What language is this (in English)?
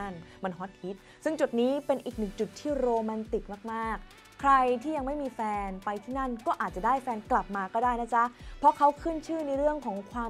Thai